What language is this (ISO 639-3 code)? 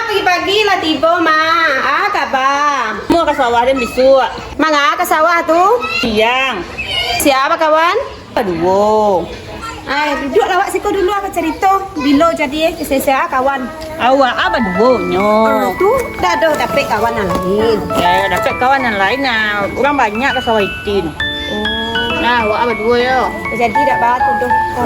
min